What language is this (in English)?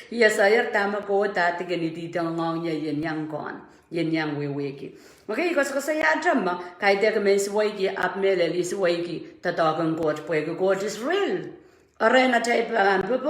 Pohnpeian